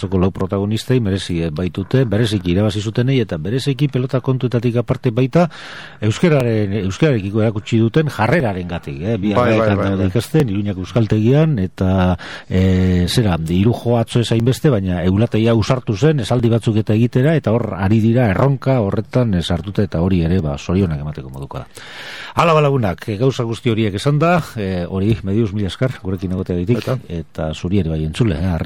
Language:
Basque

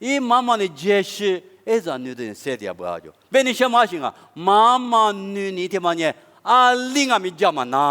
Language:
Lisu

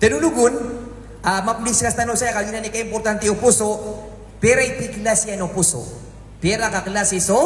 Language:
Maranao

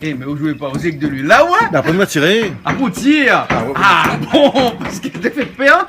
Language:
Réunion Creole French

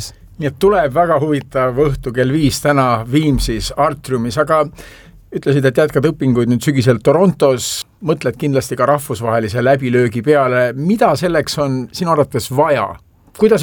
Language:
Estonian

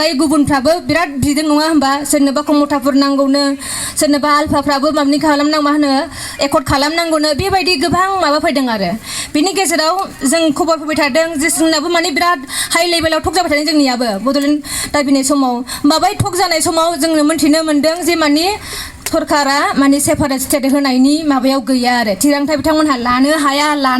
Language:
Bodo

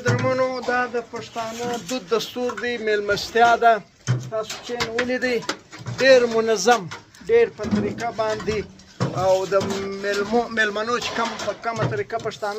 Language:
Pashto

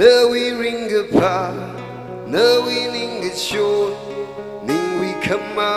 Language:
Tangkhul Naga (India)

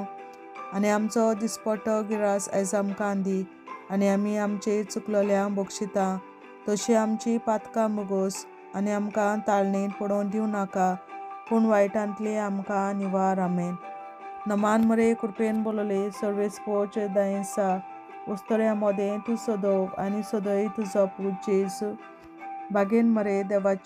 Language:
Konkani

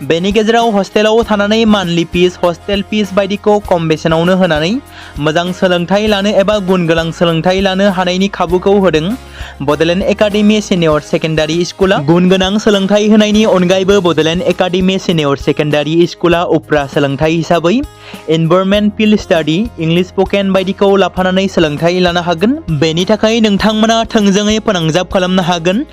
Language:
Bodo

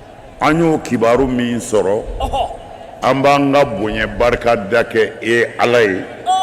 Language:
Bambara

